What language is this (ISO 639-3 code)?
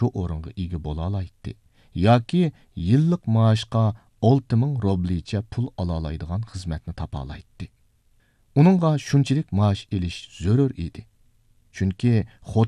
uig